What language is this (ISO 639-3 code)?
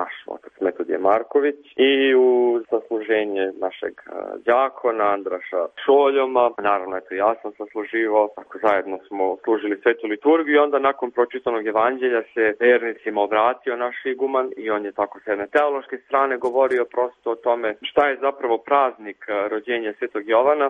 srp